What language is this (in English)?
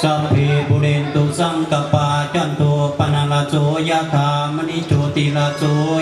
Pali